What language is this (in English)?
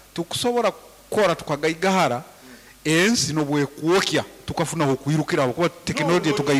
Nyoro